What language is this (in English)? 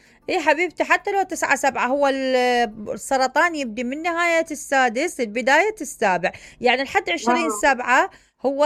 Mesopotamian Arabic